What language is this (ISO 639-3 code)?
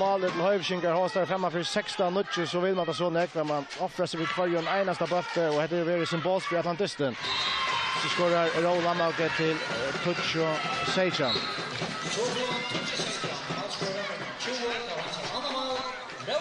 fao